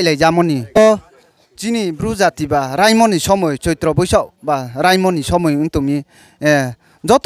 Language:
Riang (India)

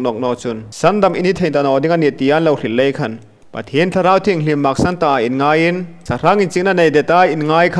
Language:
Hmar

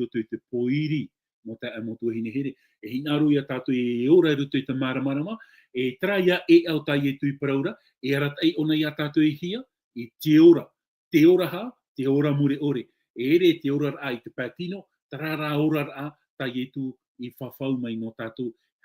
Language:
Tahitian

